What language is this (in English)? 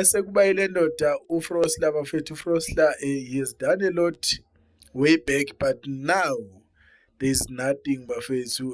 Zulu